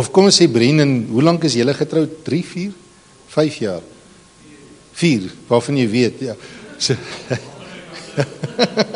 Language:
Afrikaans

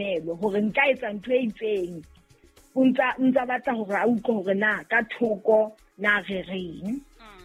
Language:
Southern Sotho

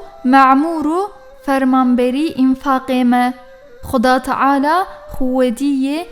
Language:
Kurdish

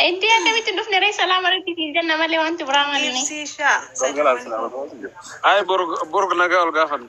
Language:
Oromo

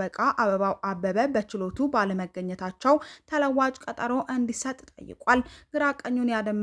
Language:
Amharic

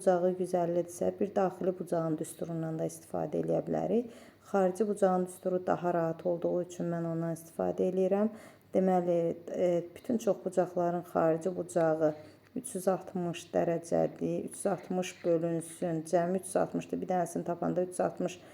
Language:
Azerbaijani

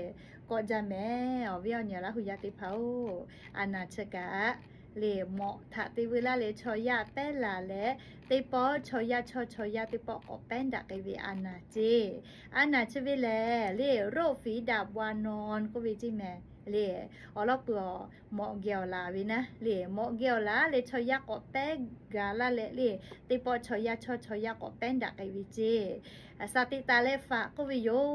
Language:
Lahu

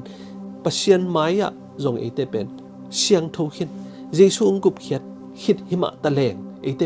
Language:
Tedim Chin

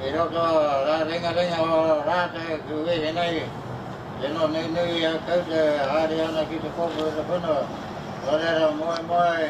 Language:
Māori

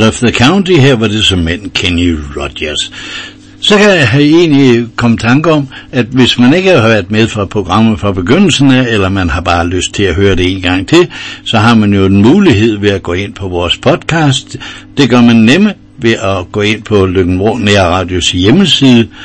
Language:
Danish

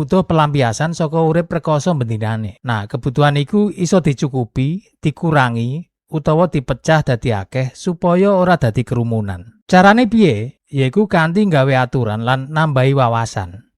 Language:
Javanese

